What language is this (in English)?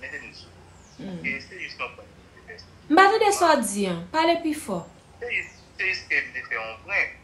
Haitian Creole